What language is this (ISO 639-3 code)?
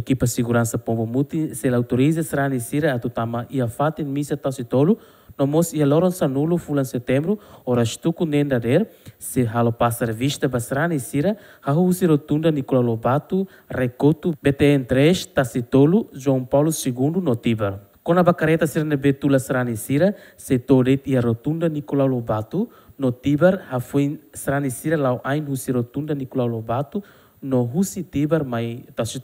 tet